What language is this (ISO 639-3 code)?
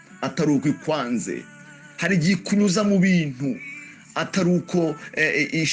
kin